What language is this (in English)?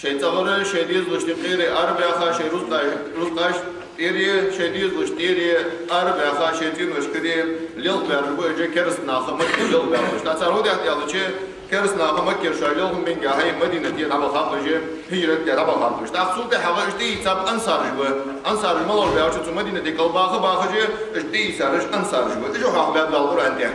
Ingush